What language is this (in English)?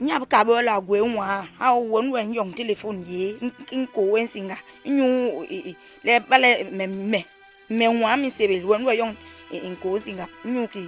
Basaa